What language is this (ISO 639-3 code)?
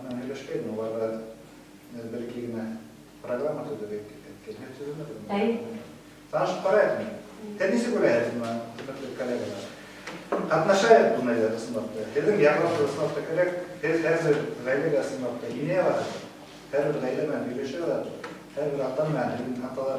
bak